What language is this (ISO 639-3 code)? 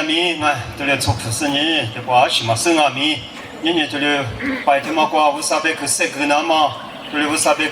lis